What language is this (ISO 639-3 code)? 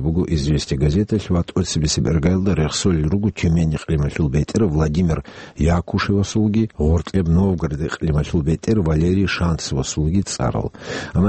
ava